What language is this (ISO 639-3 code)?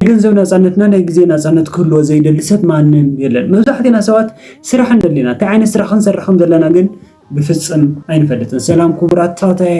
tir